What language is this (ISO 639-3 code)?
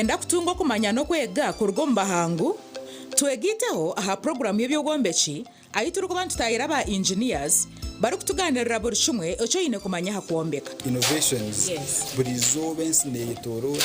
nyn